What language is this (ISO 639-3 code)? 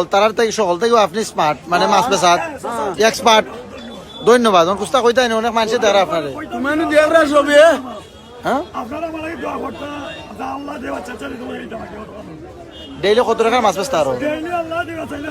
syl